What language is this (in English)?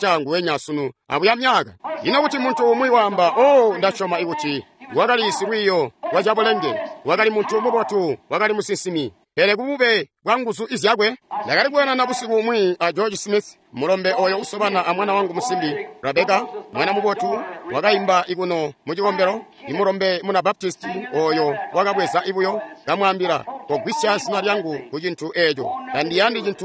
Tonga (Zambia)